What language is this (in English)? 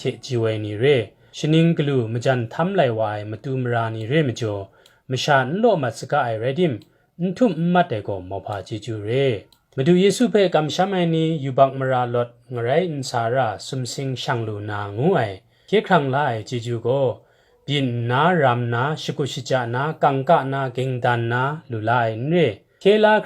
Kachin